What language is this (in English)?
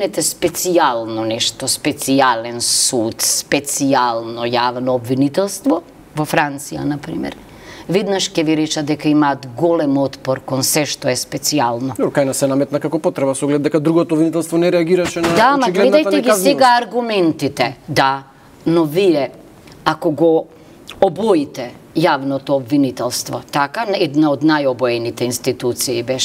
Macedonian